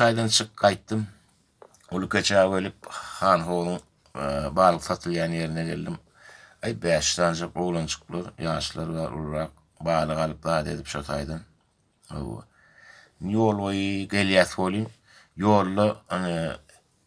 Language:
Turkmen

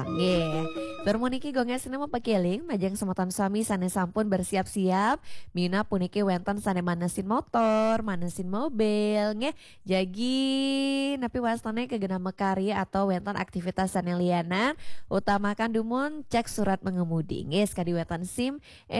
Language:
Balinese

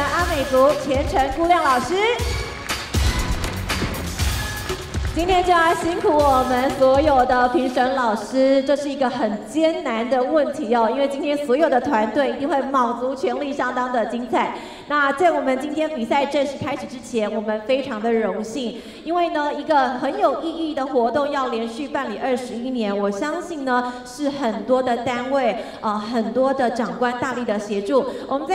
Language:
Chinese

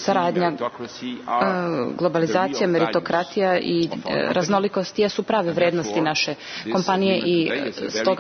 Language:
Serbian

